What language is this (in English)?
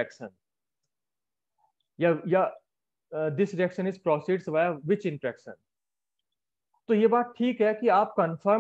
Hindi